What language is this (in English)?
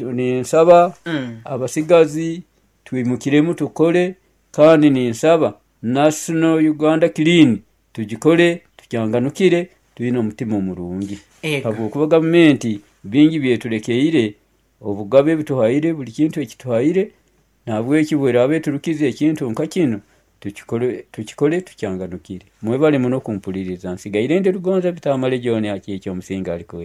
Nyoro